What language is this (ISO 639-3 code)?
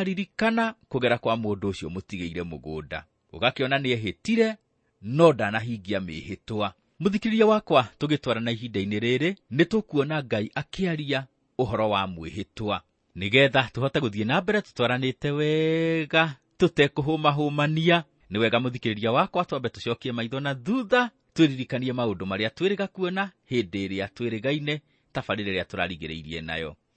kik